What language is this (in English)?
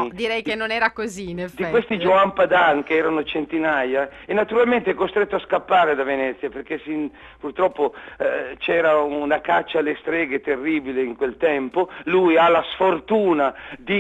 Italian